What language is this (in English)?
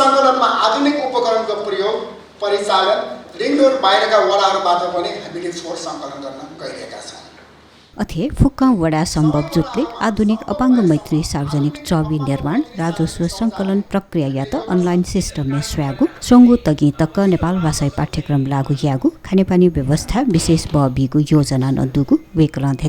Newari